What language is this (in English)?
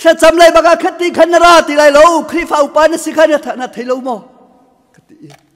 Hakha Chin